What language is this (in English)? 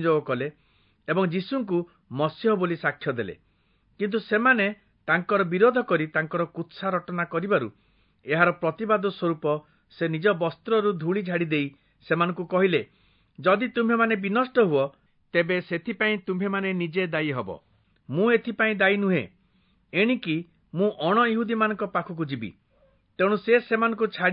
Odia